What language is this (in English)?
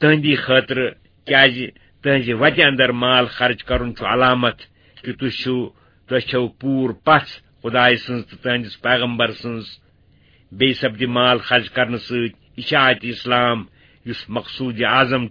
Kashmiri